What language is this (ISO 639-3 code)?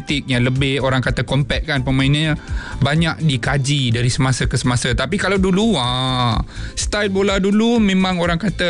msa